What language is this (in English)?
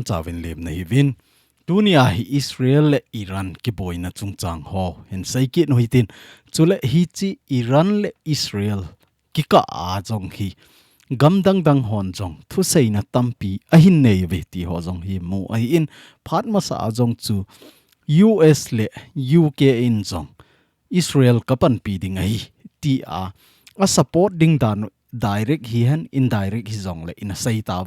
Thado Chin